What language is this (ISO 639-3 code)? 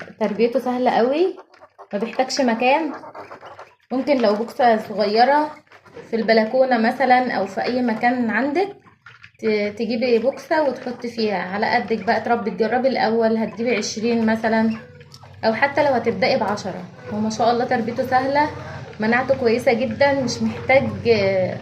arz